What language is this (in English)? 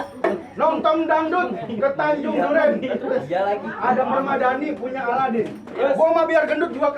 Betawi